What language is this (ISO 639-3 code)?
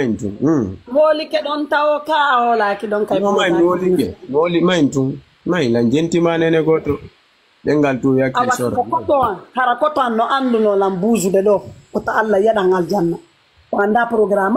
ful